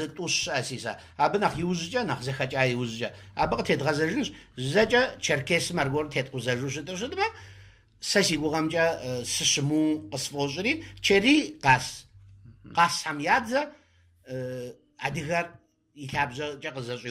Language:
Kabardian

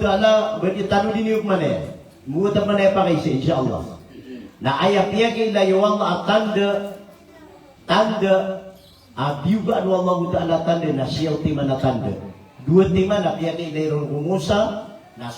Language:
Maranao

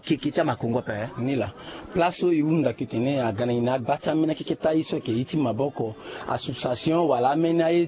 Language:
Sango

